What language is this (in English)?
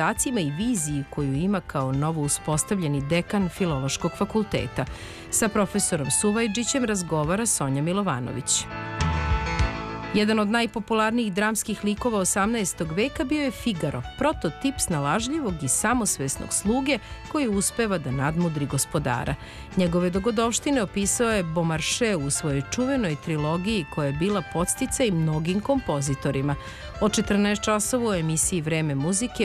Serbian